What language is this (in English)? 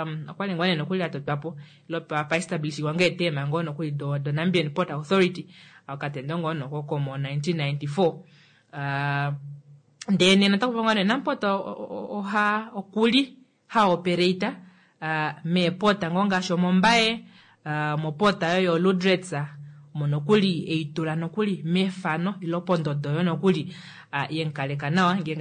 Kuanyama